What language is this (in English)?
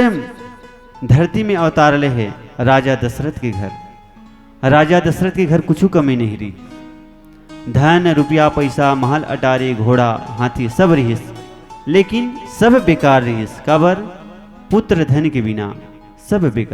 Chhattisgarhi